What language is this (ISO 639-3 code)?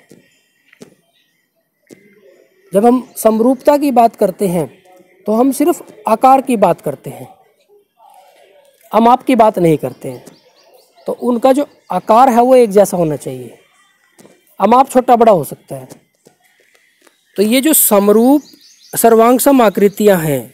hin